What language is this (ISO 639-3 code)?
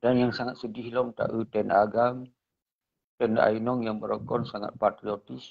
ace